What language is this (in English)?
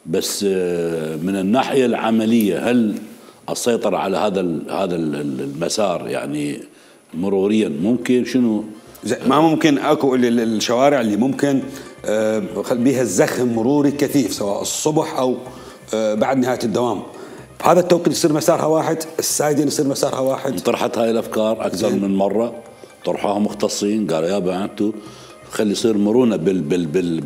Mesopotamian Arabic